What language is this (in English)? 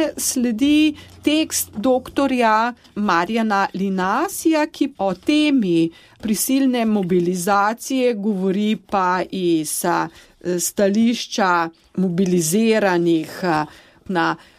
Slovenian